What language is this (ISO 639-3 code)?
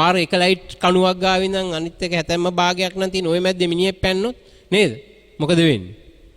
sin